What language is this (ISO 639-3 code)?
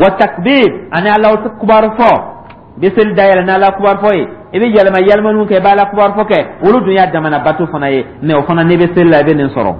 dyu